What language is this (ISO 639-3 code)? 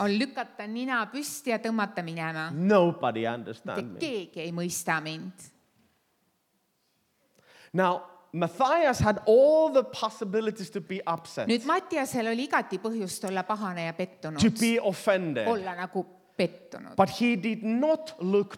est